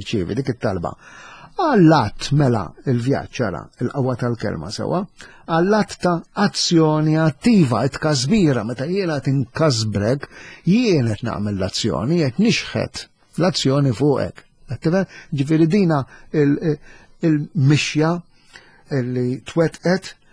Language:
Maltese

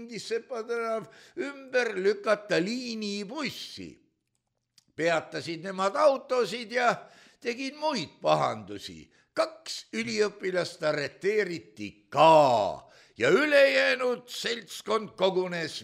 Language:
Estonian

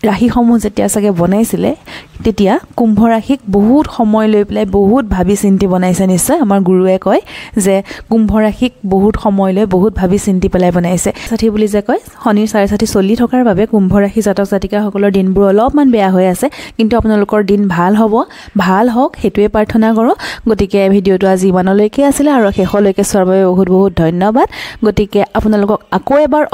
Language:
Assamese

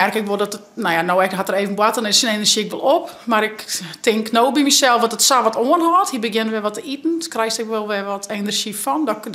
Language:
Western Frisian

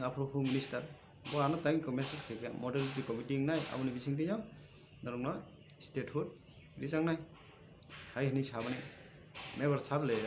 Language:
Kok Borok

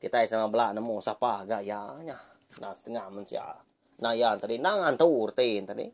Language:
Iban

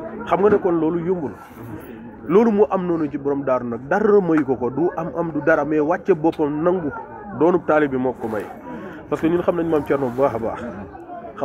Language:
Wolof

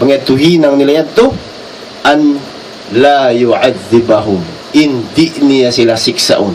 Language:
Tausug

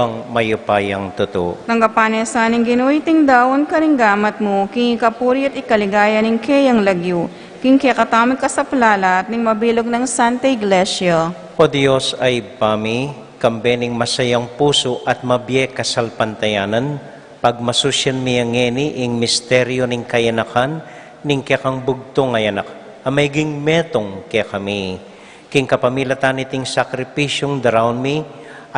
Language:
Pampanga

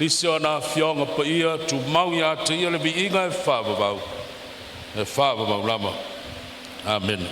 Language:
Samoan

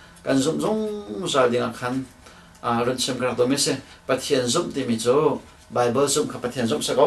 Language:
Hakha Chin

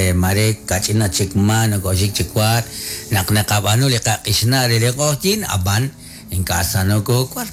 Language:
Kekchí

